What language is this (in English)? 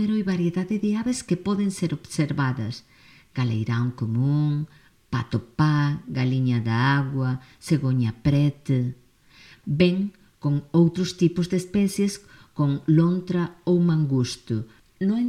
Galician